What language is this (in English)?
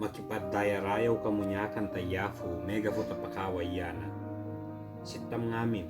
Ibanag